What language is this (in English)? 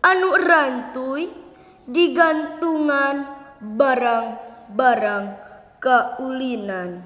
Sundanese